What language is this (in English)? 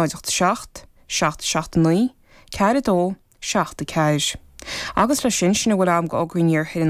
Irish